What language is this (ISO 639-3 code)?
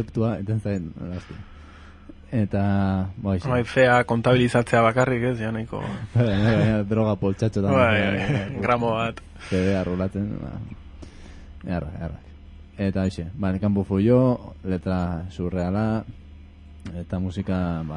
eus